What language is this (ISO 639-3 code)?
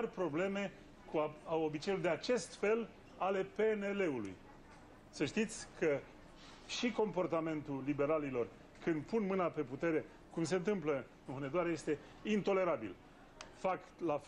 ron